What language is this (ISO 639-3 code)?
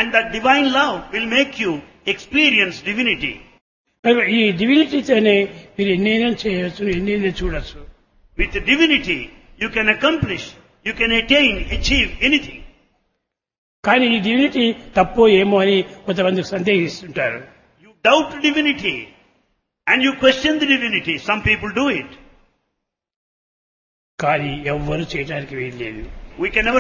tel